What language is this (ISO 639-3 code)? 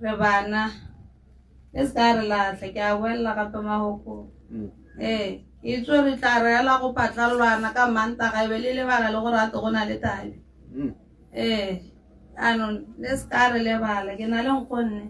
tsn